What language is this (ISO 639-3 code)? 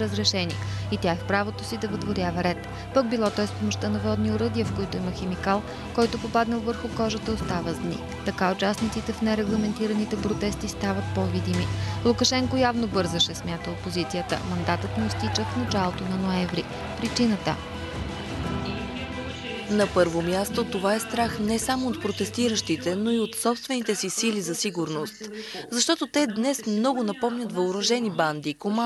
bul